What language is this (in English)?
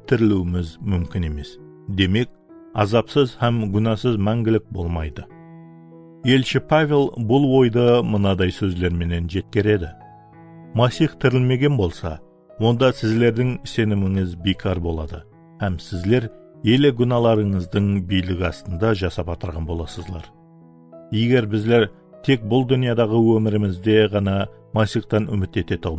Kara-Kalpak